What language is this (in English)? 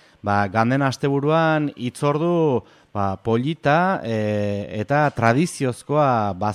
Basque